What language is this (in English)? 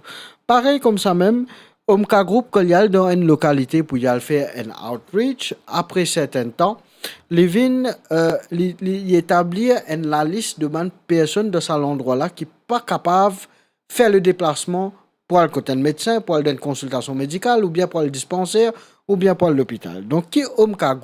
Morisyen